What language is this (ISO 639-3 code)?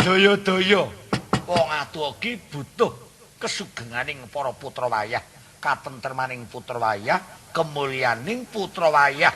jav